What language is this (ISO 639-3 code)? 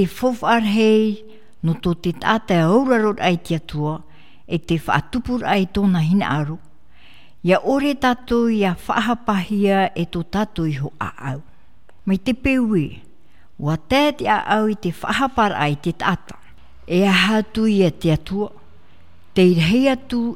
tah